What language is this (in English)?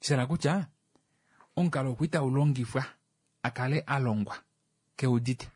Kuanyama